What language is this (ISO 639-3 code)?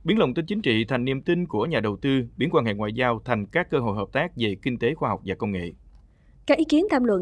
vie